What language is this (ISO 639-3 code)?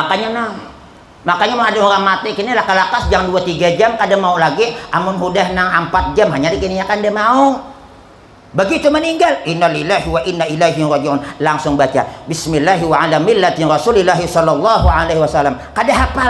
bjn